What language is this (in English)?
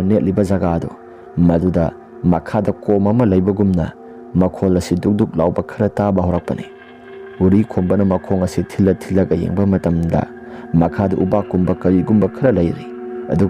Manipuri